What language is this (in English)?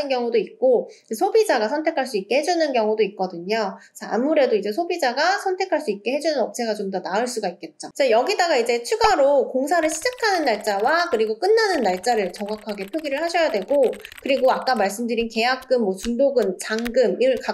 Korean